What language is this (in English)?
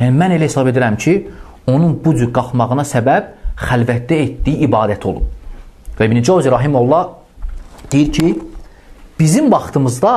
Azerbaijani